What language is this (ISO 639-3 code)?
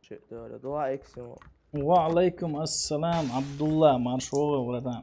che